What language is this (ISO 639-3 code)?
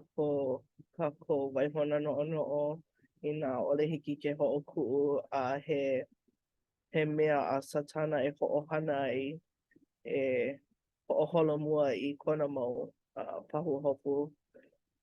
haw